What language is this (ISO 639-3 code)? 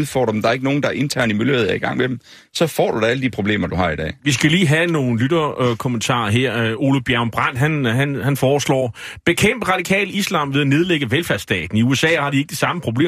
dan